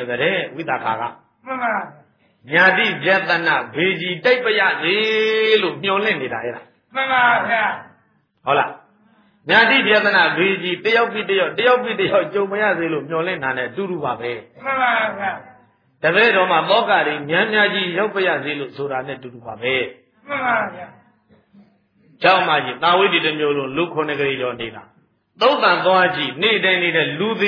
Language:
Burmese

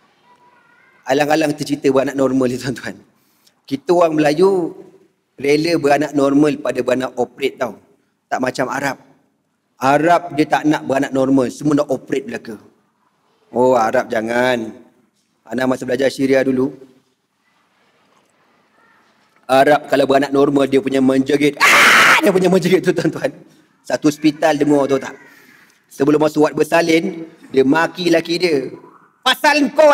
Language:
Malay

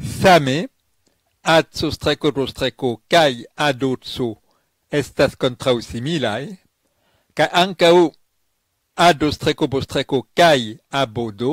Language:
Esperanto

